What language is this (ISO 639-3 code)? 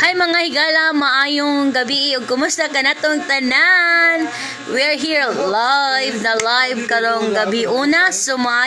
ceb